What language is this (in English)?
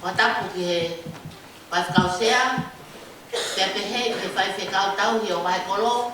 Tongan